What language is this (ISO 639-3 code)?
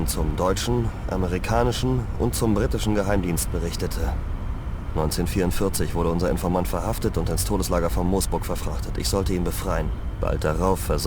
bar